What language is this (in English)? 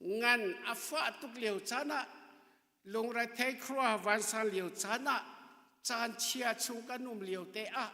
Hakha Chin